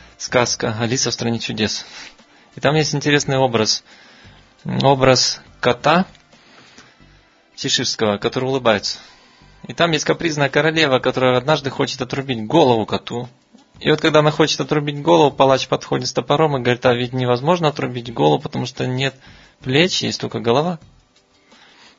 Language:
Russian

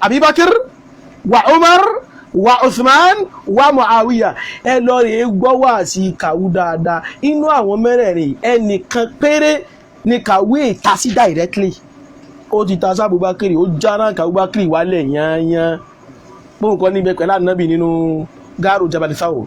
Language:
Yoruba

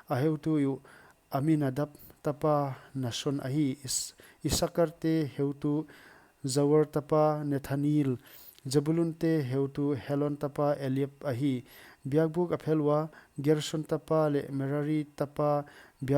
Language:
Paite Chin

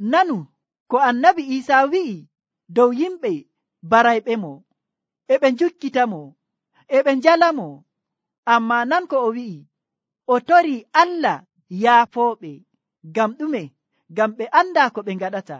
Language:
Nigerian Fulfulde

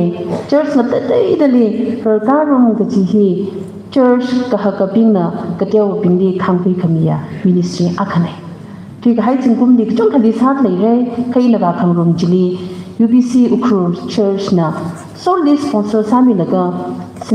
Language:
Tangkhul Naga (India)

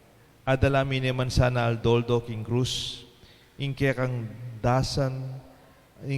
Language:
Pampanga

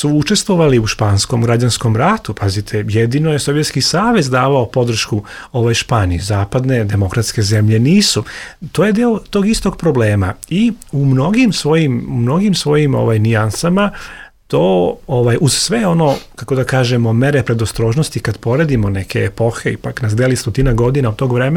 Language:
Serbian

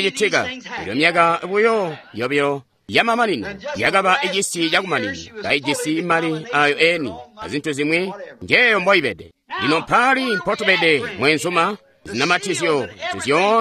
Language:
Tonga (Zambia)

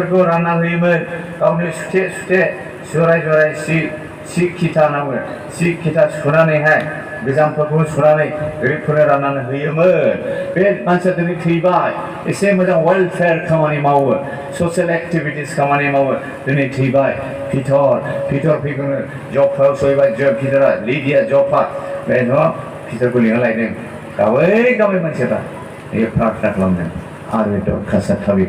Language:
Bodo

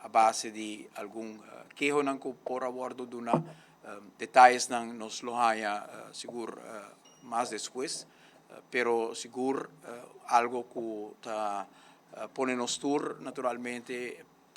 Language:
Papiamento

